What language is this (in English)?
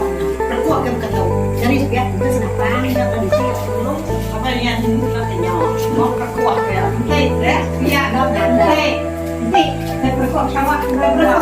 Iban